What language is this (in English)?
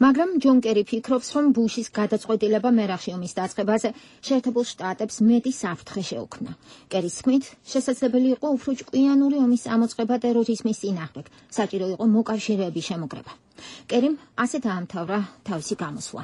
Georgian